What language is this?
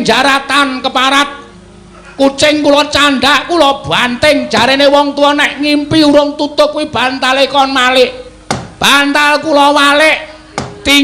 Javanese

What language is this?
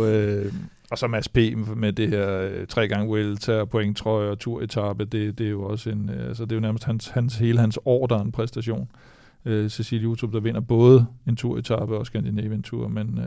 Danish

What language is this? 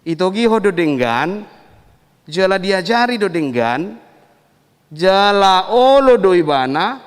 Batak Toba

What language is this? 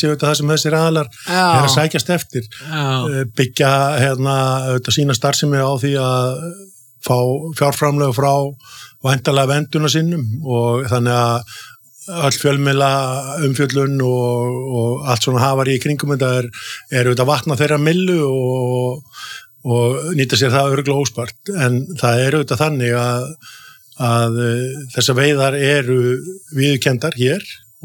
Icelandic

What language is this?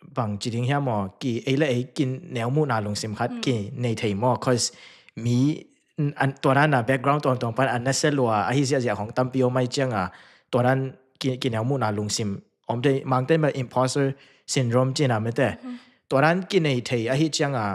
Tedim Chin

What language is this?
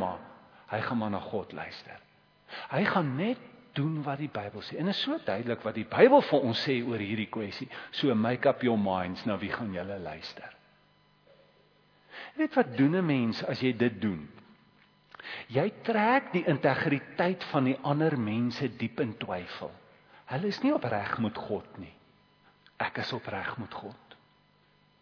Afrikaans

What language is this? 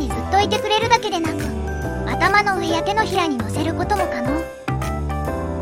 Japanese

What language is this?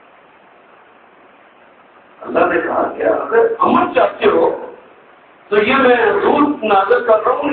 Urdu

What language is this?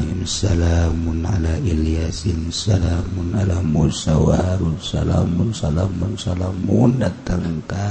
Sundanese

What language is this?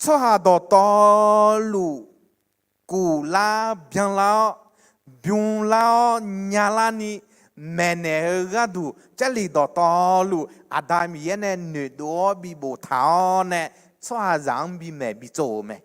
Akha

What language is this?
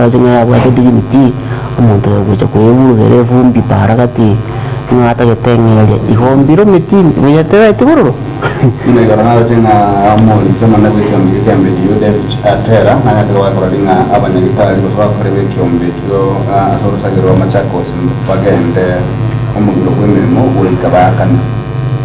Gusii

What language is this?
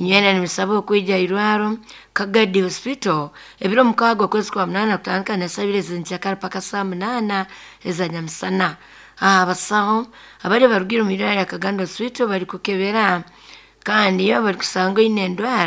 Nyoro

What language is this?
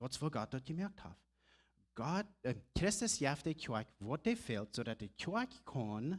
Plautdietsch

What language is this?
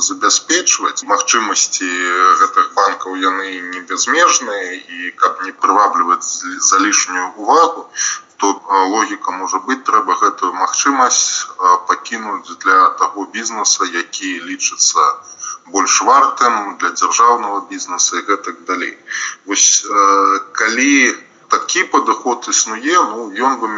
Belarusian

